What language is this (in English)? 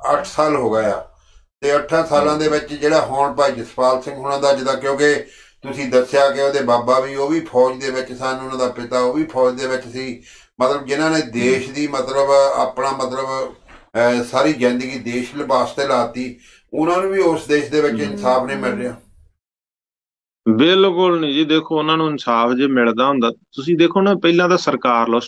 Punjabi